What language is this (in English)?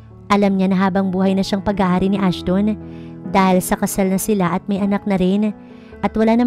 Filipino